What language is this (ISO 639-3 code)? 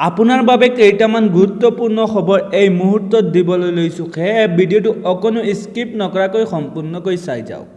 asm